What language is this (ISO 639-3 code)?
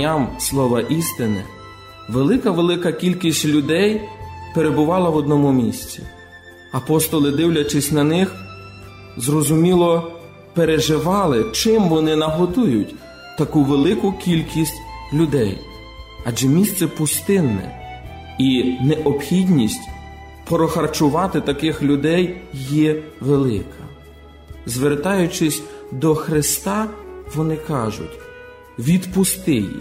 ukr